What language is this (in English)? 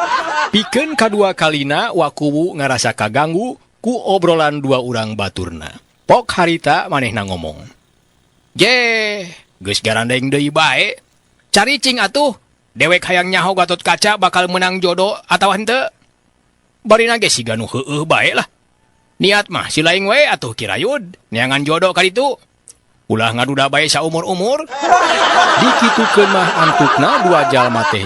Sundanese